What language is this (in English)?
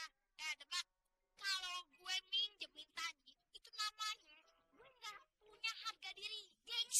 Betawi